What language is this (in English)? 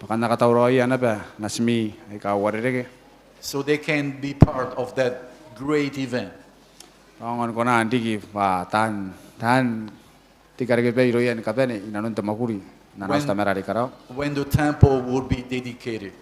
Gilbertese